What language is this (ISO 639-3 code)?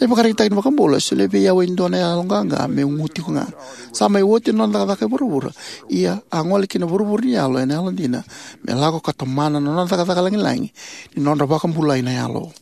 fij